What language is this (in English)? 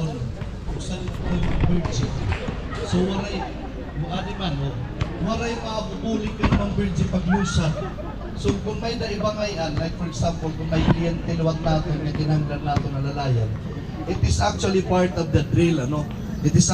Waray